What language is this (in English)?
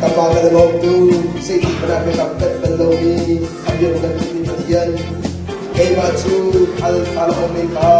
Hakha Chin